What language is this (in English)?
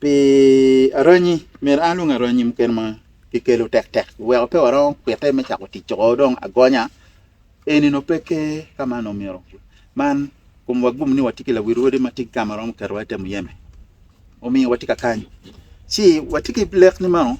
Acoli